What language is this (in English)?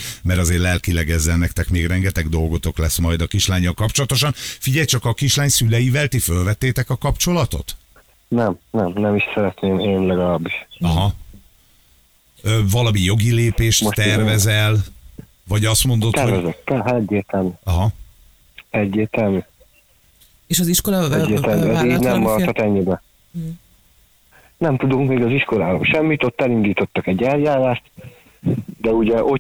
Hungarian